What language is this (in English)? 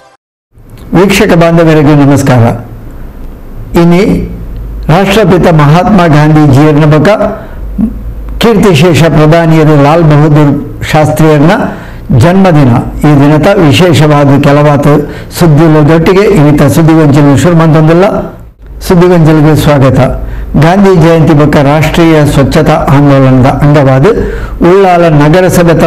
Kannada